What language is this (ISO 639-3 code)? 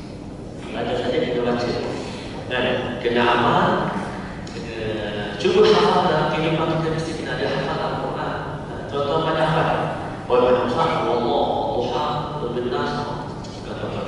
msa